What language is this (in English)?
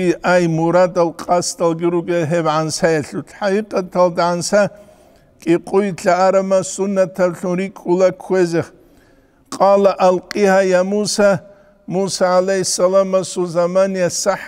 Avaric